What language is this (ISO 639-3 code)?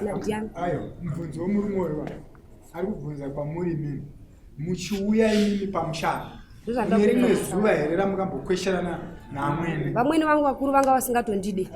sna